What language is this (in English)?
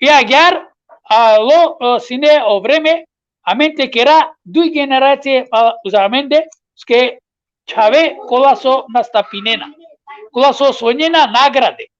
Balkan Romani